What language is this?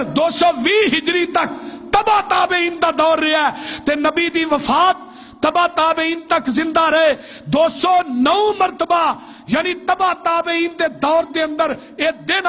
Western Panjabi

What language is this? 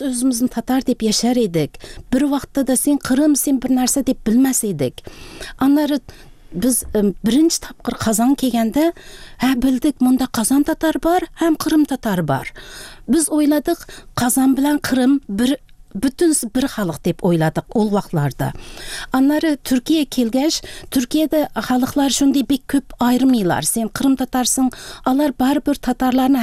Tatar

